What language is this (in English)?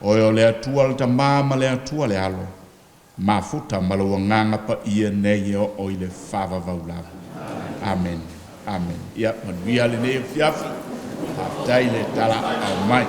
Samoan